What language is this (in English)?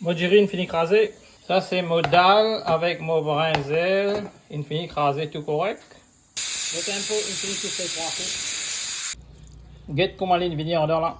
Morisyen